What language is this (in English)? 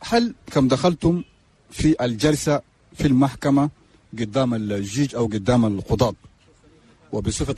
Chadian Arabic